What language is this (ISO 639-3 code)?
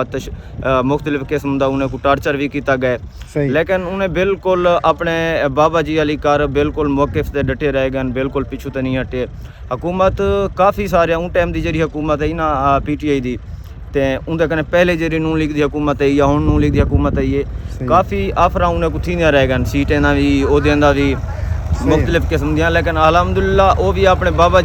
skr